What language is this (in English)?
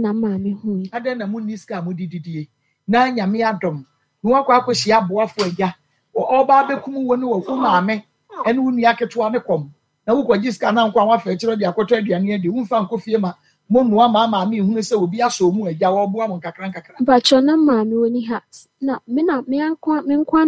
Akan